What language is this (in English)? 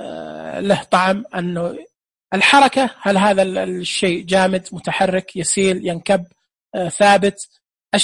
Najdi Arabic